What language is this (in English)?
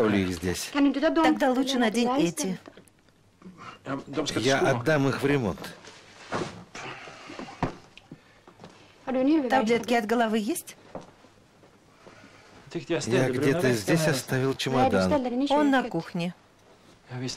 Russian